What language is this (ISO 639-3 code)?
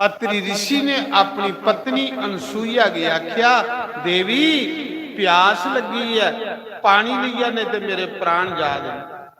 doi